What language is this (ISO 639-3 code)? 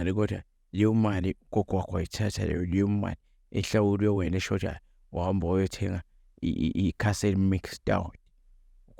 zul